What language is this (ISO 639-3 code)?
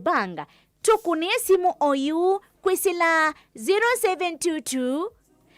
kam